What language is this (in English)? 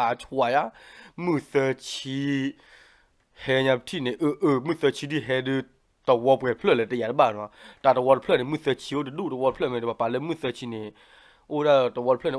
S'gaw Karen